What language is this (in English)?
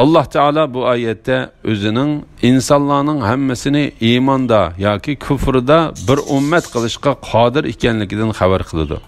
Uyghur